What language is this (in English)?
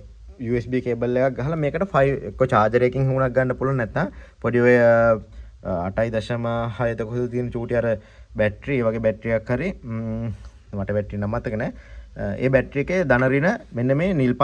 Sinhala